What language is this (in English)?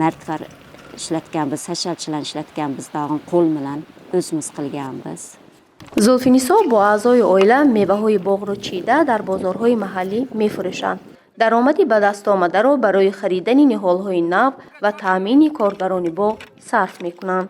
Tajik